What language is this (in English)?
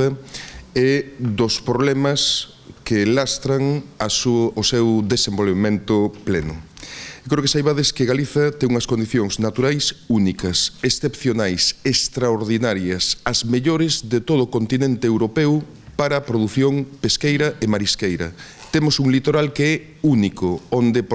Galician